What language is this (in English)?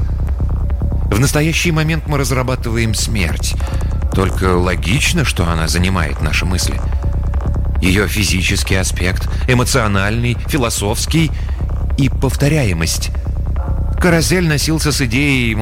Russian